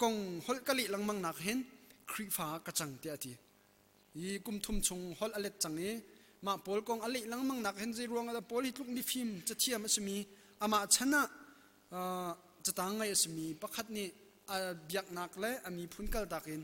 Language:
Hakha Chin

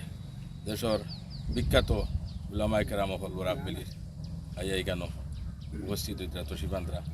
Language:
Sylheti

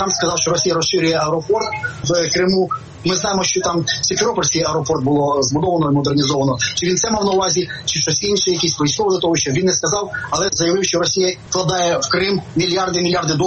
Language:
Ukrainian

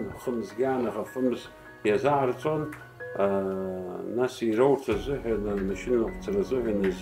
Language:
Abkhazian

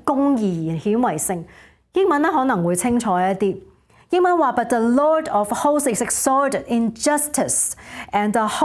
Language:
Cantonese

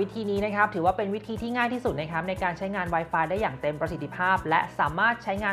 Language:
Thai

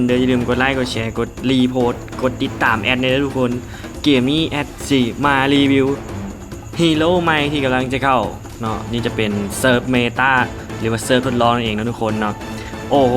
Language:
Lao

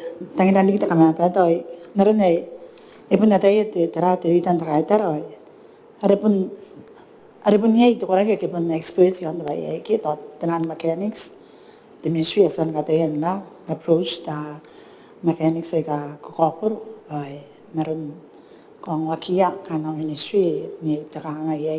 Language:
Gilbertese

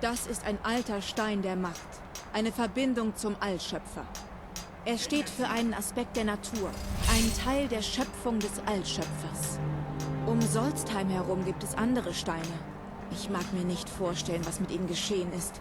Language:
Bavarian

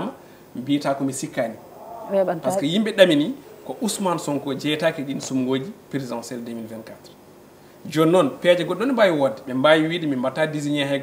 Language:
Fula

